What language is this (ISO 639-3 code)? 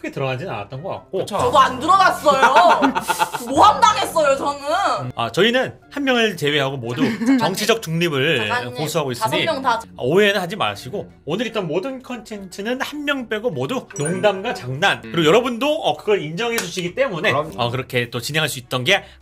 kor